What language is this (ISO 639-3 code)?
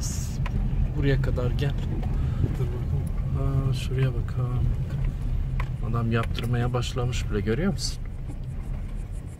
tur